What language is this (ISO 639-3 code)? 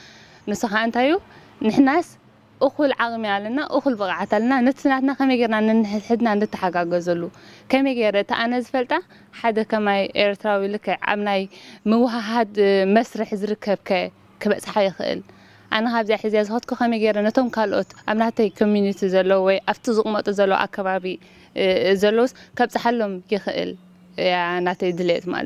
tir